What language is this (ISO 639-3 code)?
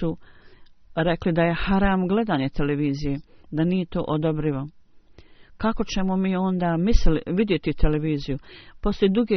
bos